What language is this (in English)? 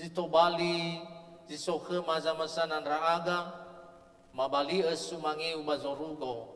Nias